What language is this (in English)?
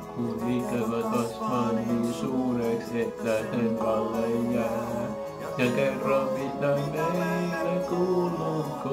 Finnish